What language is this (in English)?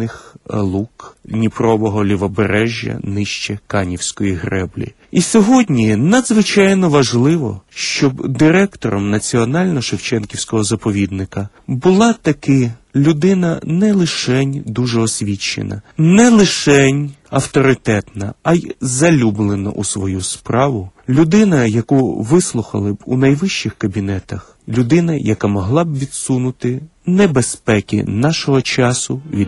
Ukrainian